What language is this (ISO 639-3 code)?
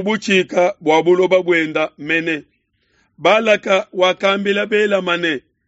lua